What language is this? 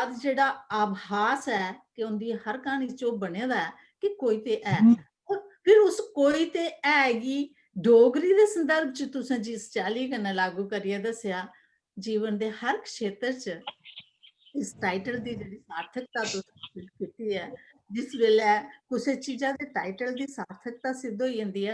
Dogri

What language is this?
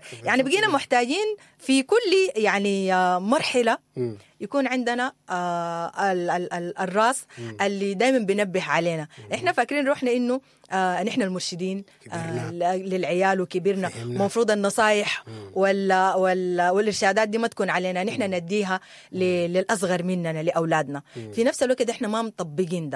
Sudanese Arabic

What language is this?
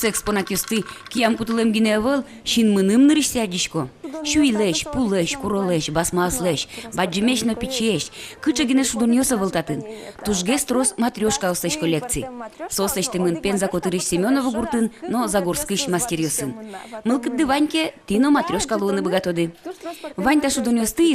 Udmurt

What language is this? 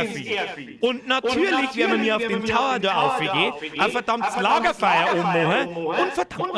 Bavarian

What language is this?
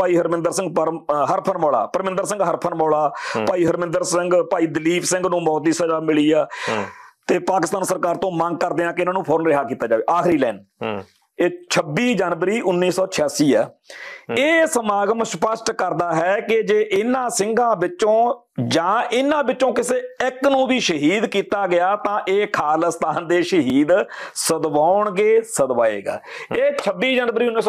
Punjabi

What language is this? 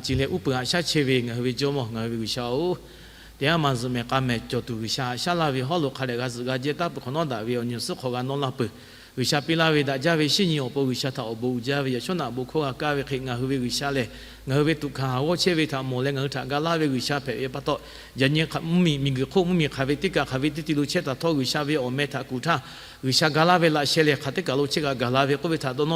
Lahu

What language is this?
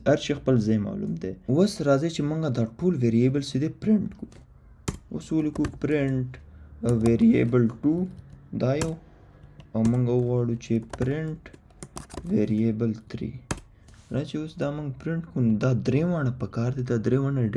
Pashto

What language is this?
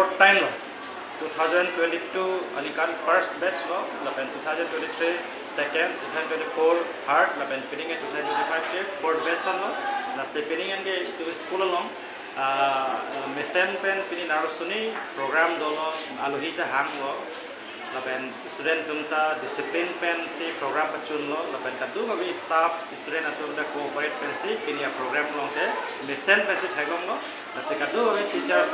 Karbi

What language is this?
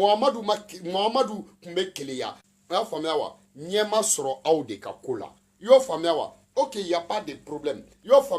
Bambara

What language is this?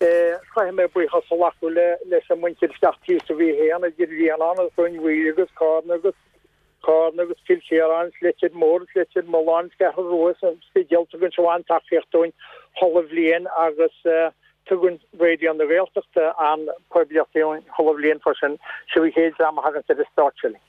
Irish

